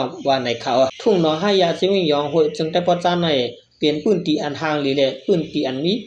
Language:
Shan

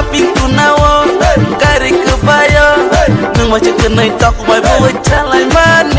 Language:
Kok Borok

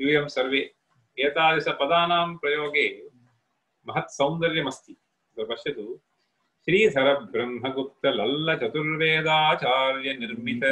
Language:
Sanskrit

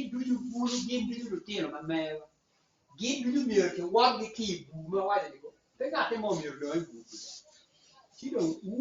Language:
Acoli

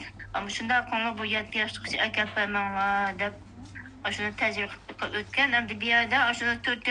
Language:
Uyghur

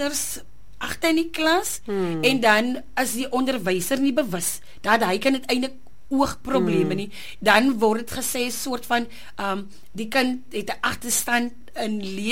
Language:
Afrikaans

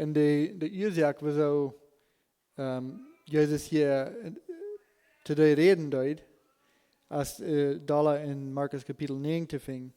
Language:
Plautdietsch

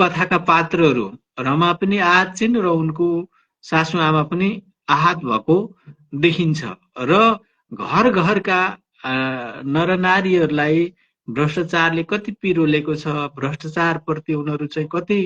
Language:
Nepali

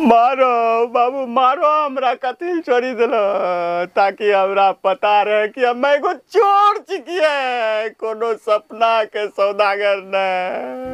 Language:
Maithili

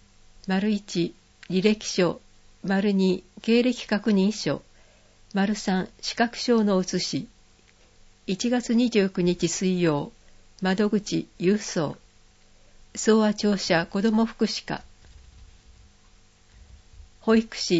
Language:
Japanese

